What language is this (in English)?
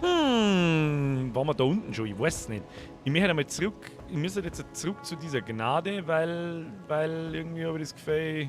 Bavarian